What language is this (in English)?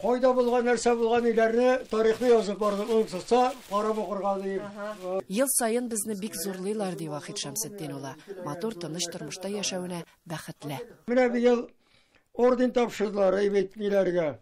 Tatar